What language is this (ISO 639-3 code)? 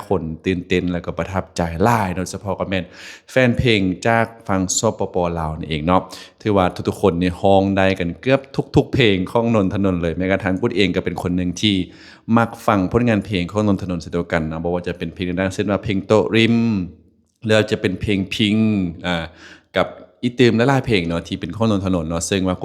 lao